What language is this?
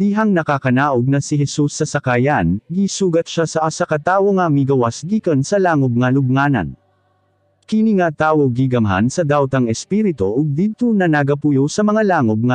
Cebuano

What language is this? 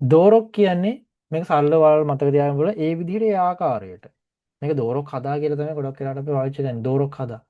Sinhala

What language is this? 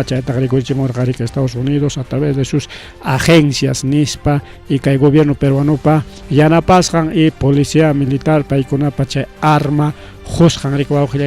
Ayacucho Quechua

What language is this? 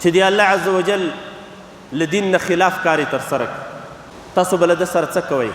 Pashto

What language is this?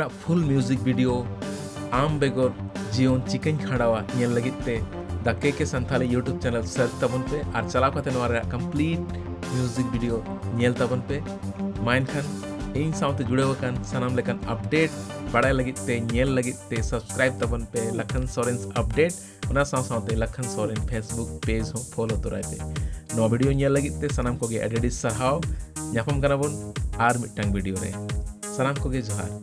Santali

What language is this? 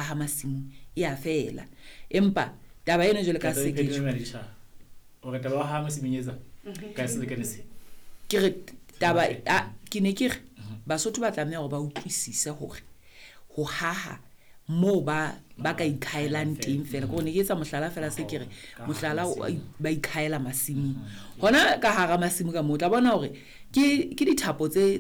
Southern Sotho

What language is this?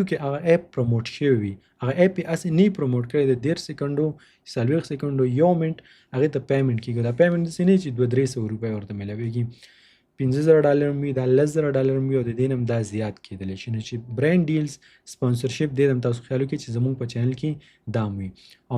Pashto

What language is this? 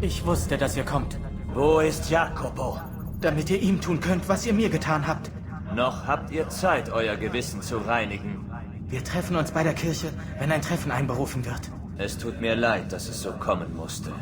Bavarian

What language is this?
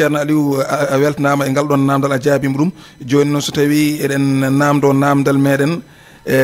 Fula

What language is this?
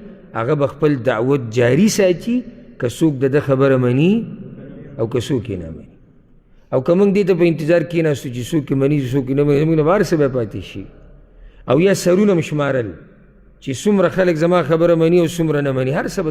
Pashto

